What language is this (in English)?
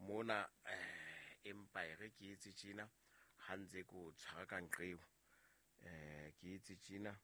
Southern Sotho